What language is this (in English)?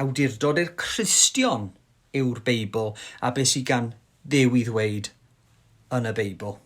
Welsh